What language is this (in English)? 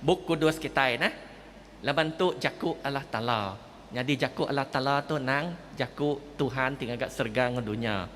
Iban